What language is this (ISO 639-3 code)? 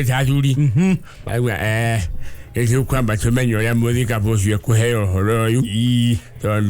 kik